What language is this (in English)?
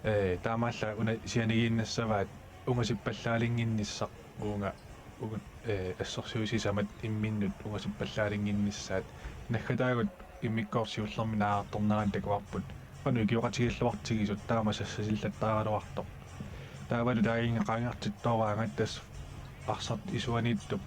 Kalaallisut